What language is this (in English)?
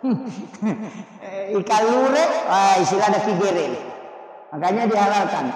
Buginese